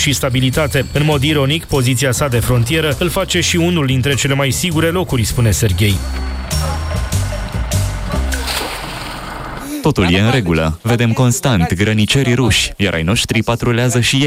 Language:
Romanian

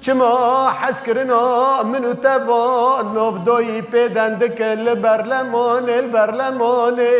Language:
Kurdish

